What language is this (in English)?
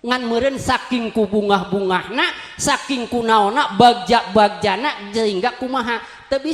Sundanese